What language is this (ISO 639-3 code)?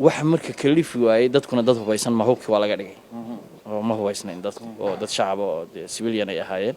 som